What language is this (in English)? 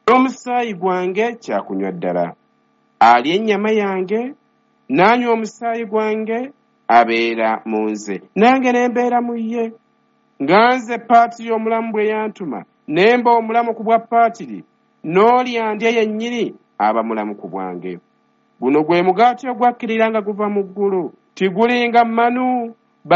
Ganda